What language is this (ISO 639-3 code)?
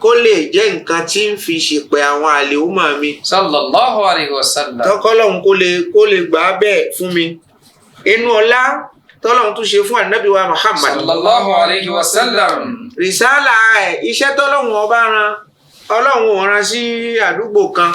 yor